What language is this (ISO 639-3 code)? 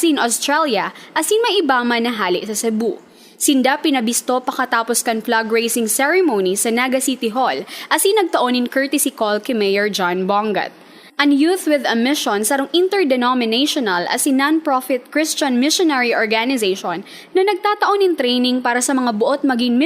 bik